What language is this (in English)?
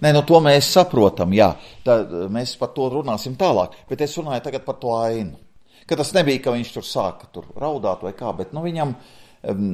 Latvian